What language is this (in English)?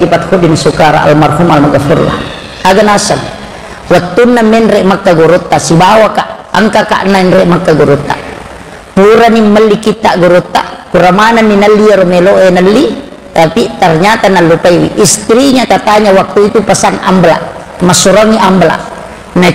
Buginese